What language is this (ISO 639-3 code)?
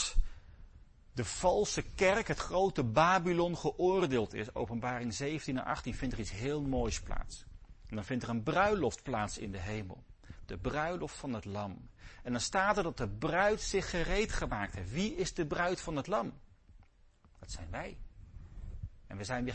nld